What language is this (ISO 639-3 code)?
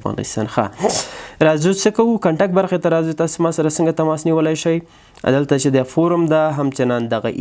pus